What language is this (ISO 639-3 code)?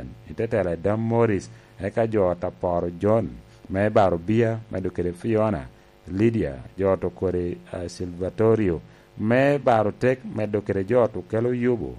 laj